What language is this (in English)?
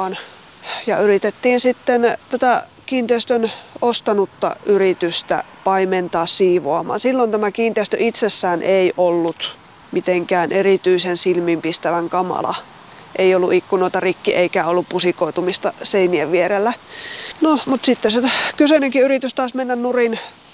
Finnish